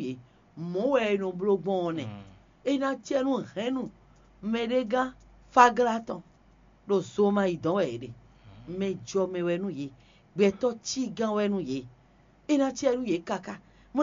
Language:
Fon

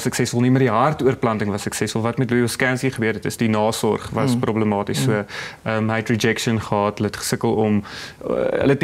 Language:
Afrikaans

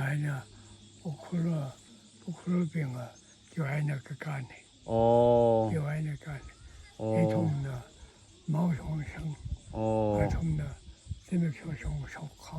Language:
Tangkhul Naga (India)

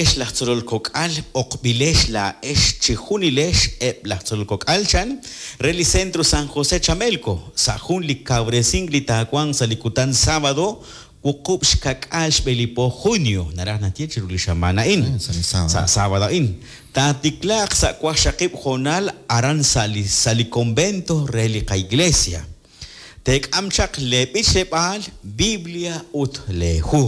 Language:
Kekchí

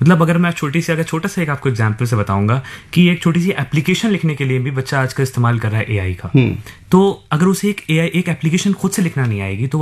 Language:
Hindi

